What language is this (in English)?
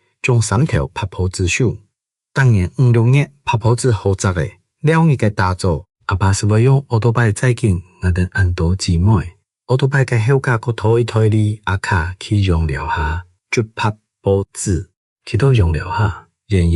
Hakka Chinese